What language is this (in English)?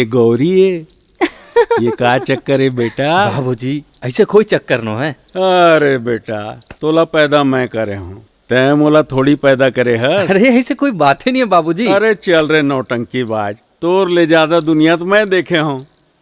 Chhattisgarhi